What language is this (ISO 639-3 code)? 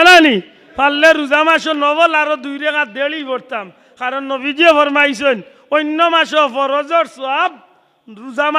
syl